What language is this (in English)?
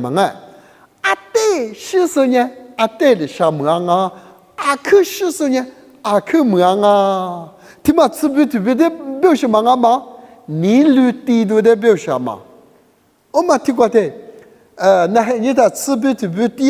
Lisu